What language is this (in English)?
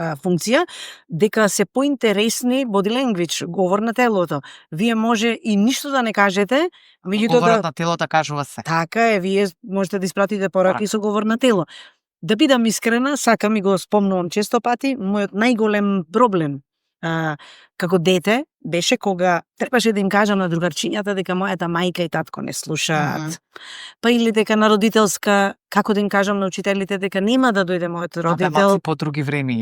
Macedonian